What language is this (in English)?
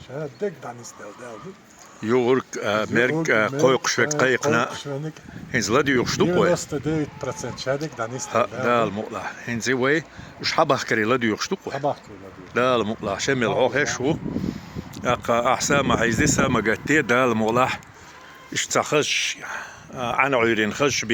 Chechen